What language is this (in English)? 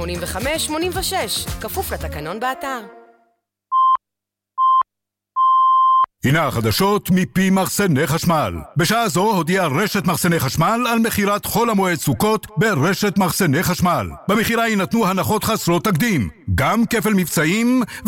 Hebrew